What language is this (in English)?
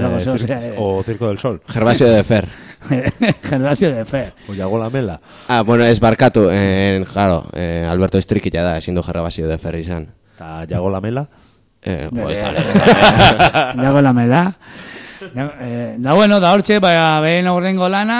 Basque